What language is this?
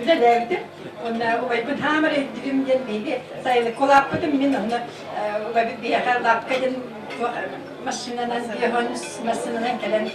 Yakut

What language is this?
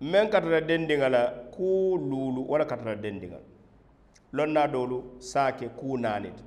Mandingo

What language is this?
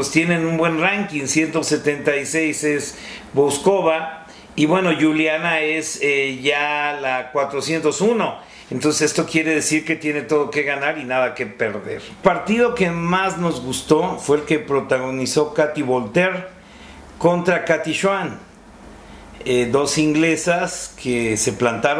Spanish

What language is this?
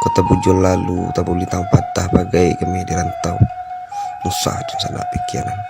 Minangkabau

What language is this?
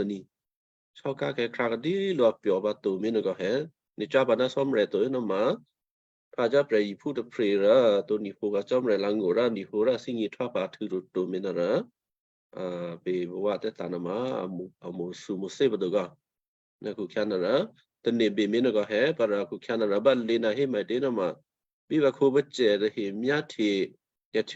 Western Kayah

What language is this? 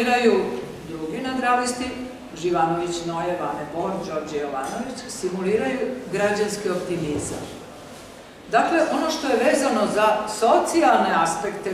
Serbian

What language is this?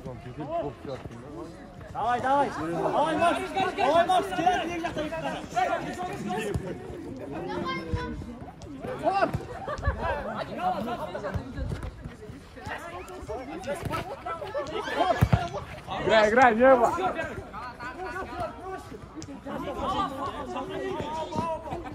Kazakh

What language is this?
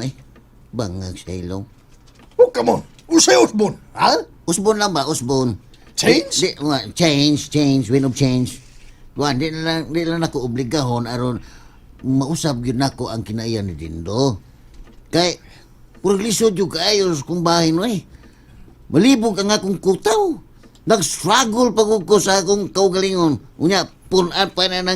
Cebuano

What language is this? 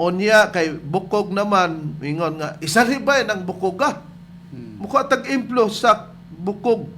Cebuano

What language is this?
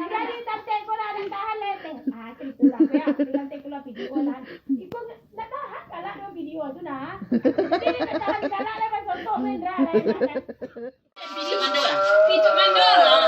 Minangkabau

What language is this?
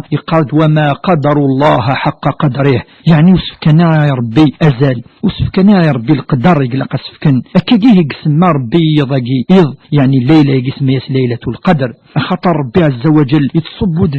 Kabyle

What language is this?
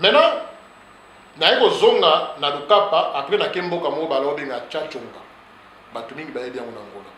Lingala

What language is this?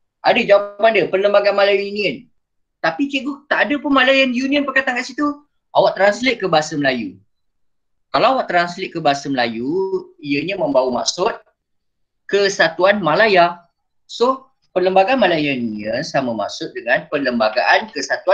Malay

